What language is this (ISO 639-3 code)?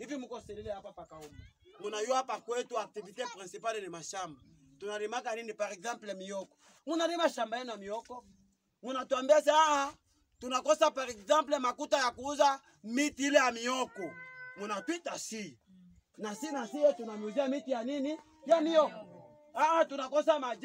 swa